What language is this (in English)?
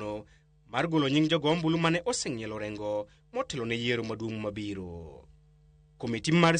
Luo (Kenya and Tanzania)